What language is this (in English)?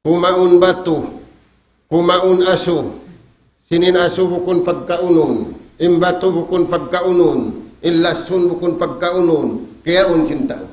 Tausug